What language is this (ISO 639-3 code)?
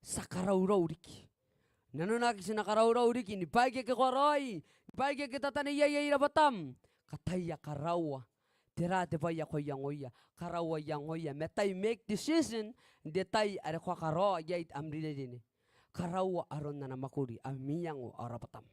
gil